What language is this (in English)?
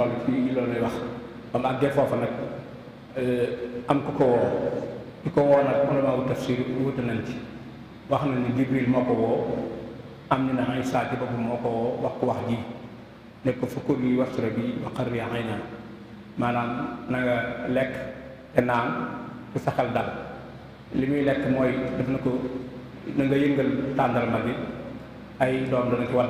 Wolof